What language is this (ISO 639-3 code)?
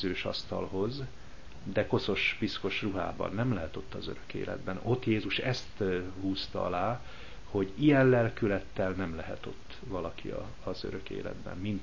hun